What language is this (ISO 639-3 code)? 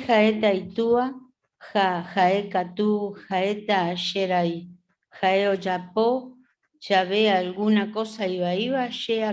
grn